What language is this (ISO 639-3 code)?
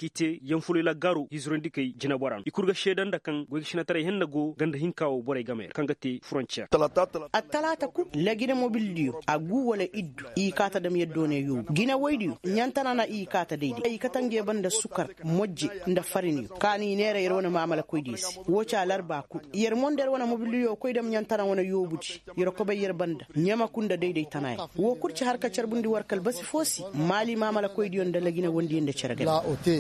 ses